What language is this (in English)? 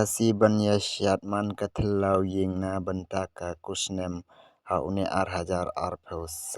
Khasi